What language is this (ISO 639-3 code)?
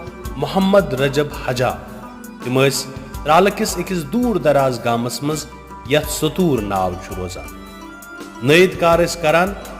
kas